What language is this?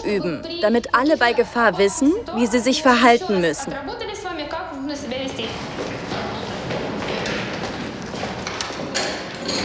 German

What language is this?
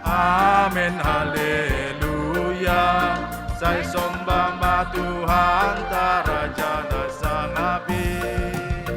Batak Simalungun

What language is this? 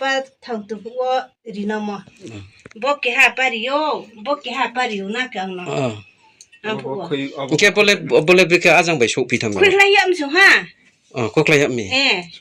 Riang (India)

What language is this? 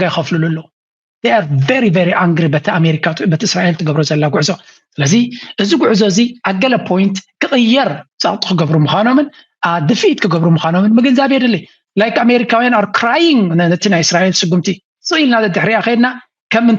Tigrinya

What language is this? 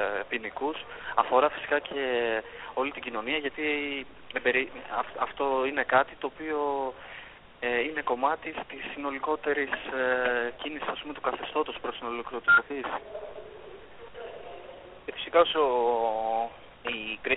Greek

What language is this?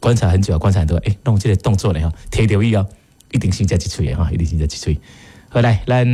Min Nan Chinese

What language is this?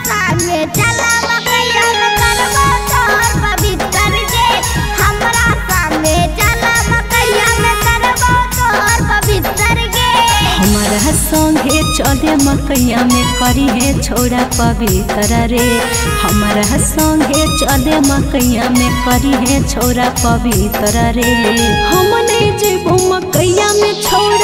Bhojpuri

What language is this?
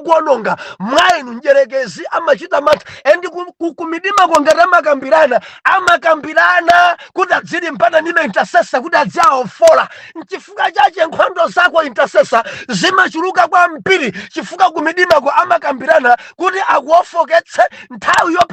Nyanja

